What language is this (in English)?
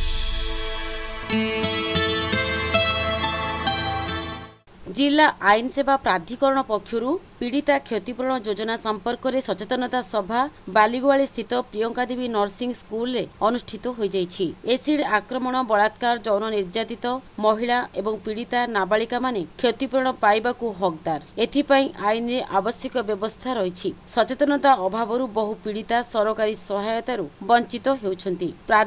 Odia